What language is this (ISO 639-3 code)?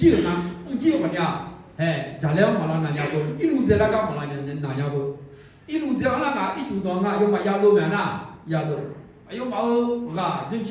ahk